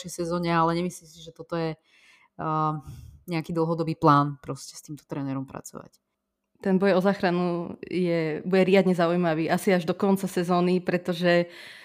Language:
Slovak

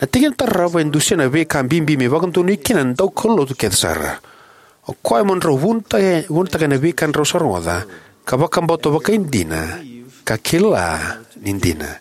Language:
Fijian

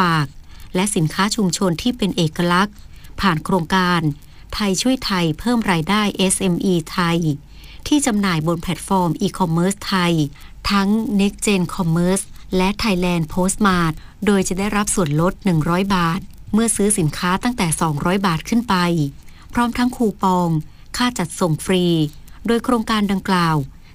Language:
Thai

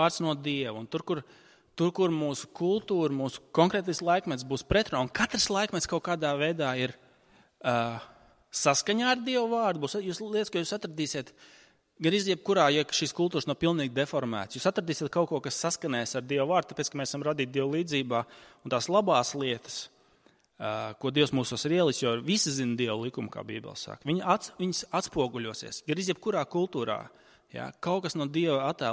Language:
Latvian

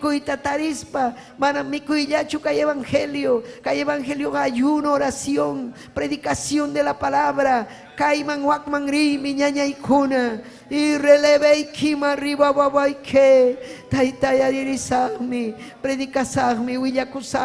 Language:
Ayacucho Quechua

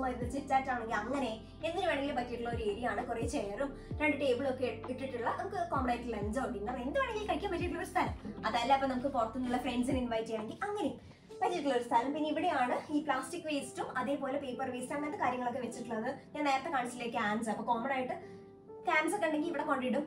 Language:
Malayalam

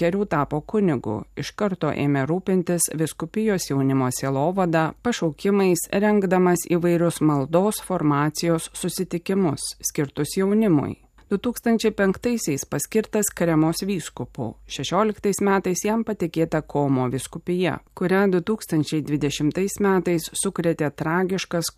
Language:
Lithuanian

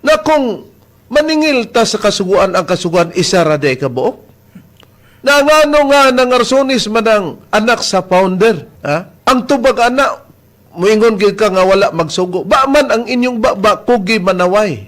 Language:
Cebuano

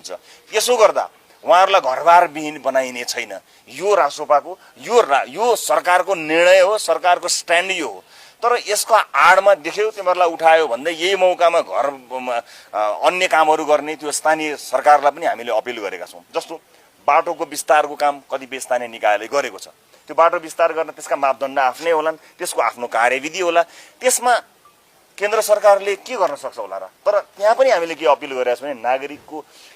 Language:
Nepali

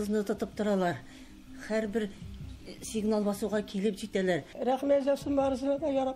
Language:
Tatar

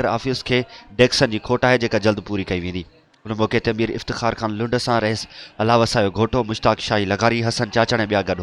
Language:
Sindhi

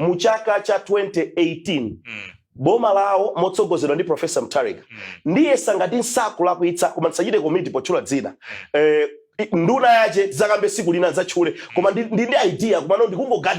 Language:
Nyanja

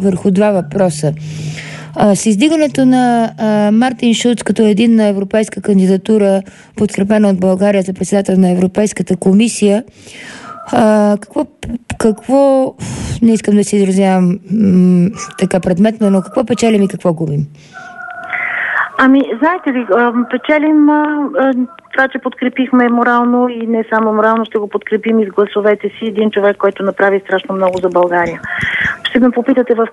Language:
Bulgarian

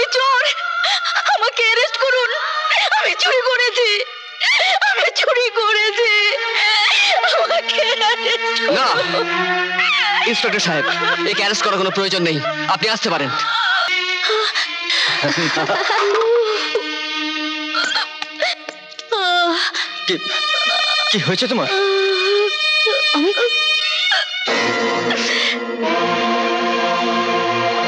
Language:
Bangla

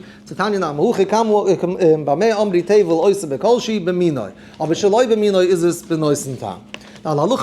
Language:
Yiddish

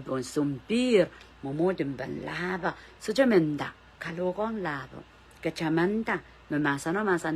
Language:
Pohnpeian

